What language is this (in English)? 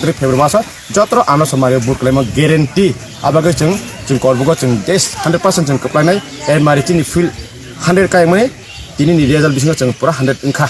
Kok Borok